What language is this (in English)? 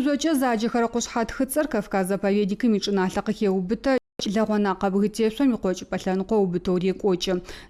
Adyghe